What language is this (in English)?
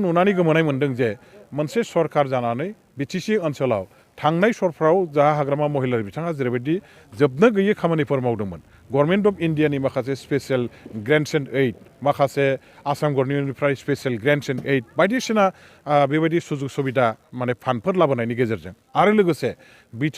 Bodo